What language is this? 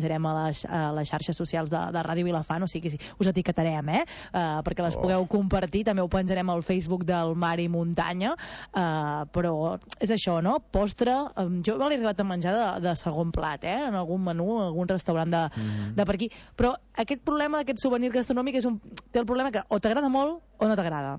Catalan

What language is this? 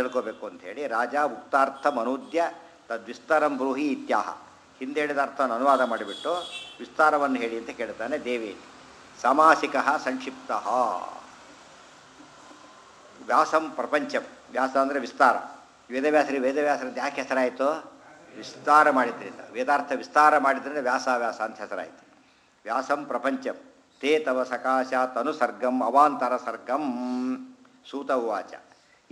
Kannada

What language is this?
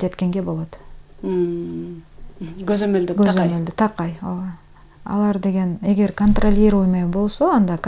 Kyrgyz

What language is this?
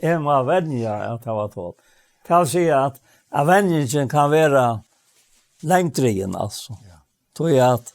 Faroese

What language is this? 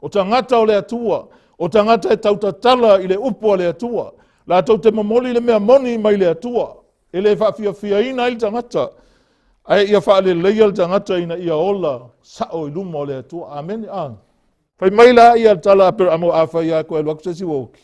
Samoan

